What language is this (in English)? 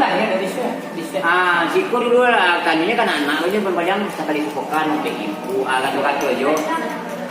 Minangkabau